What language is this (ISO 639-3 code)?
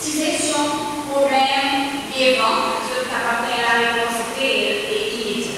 crs